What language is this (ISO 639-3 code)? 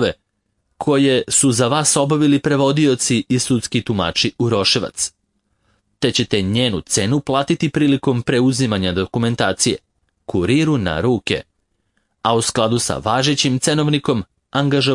srp